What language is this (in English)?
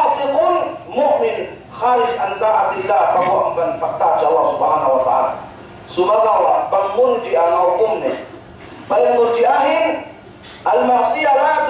Yakan